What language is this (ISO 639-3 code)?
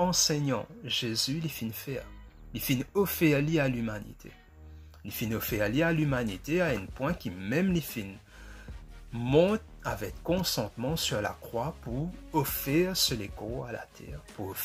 mfe